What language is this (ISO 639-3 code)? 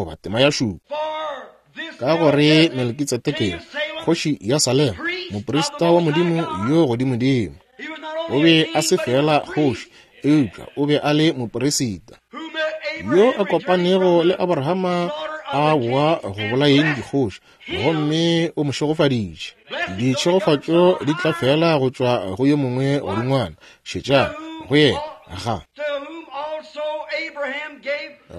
nso